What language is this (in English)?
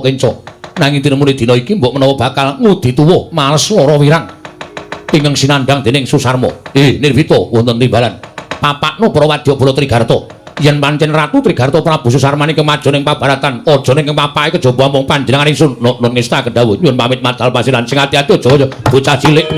Javanese